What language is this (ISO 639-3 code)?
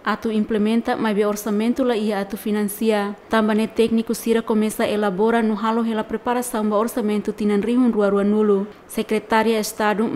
tet